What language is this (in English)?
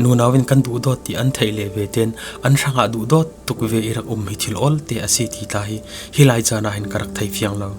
Falam Chin